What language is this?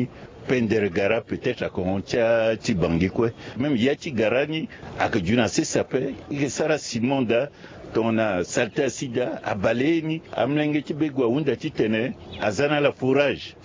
Sango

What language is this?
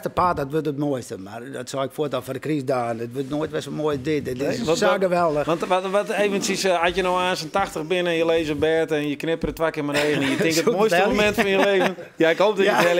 Western Frisian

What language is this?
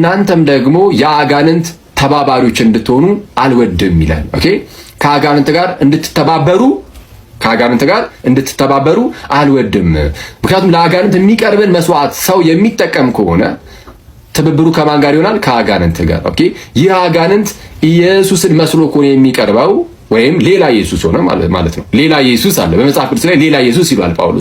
Amharic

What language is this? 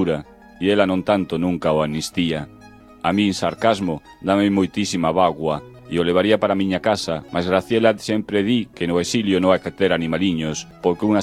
Galician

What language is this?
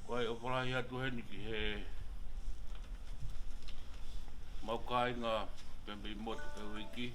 Tongan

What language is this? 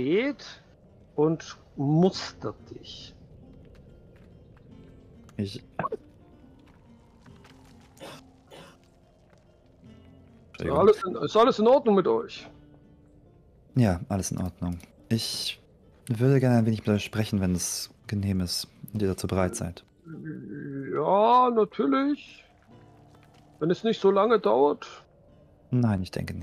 German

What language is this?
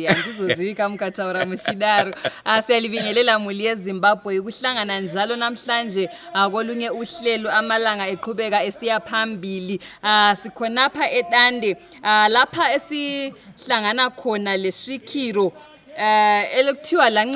Shona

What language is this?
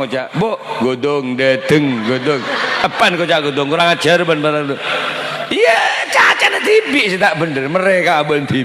Madurese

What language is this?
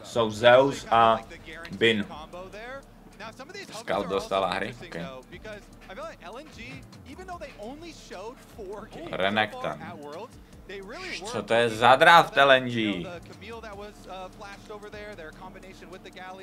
Czech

